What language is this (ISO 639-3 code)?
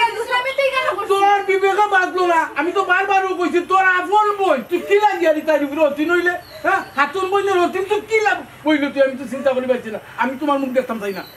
syl